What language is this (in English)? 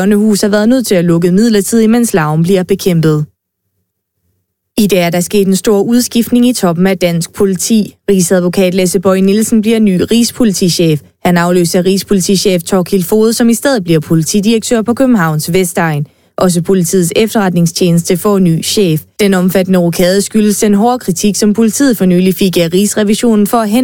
Danish